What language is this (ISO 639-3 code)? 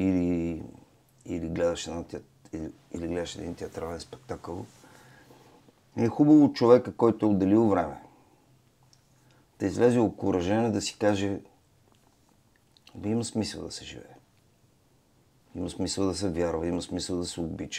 bul